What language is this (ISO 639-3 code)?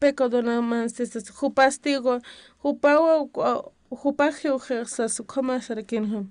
aym